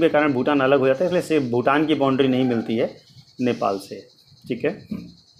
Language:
Hindi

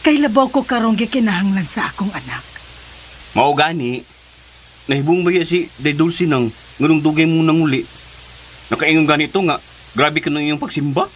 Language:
Cebuano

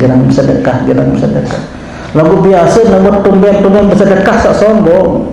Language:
Sasak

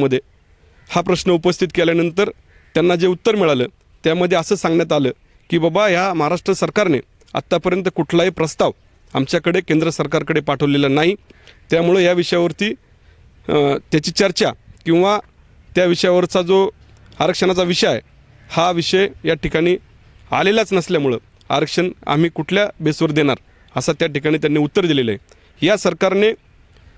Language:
Marathi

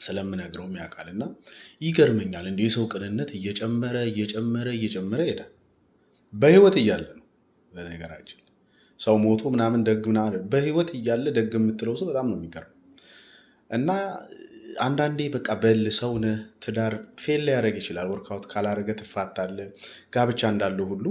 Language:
Amharic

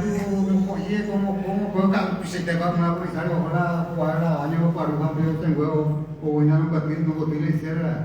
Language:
Guarani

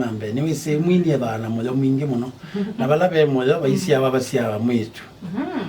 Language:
Kamba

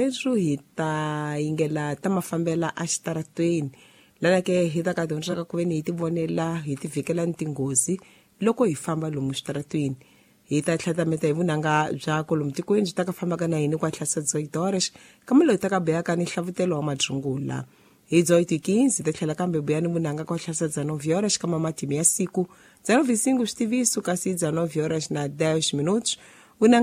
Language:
Tsonga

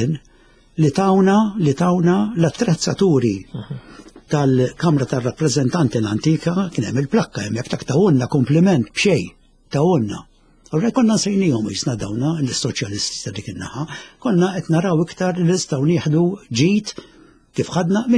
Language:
Maltese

